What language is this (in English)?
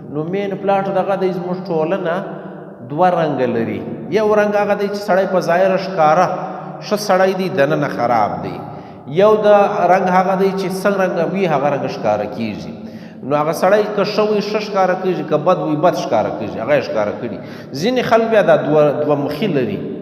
Pashto